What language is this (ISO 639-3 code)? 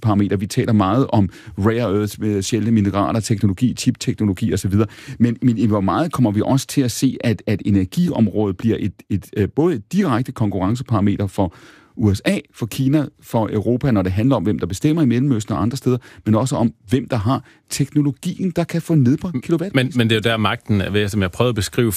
dan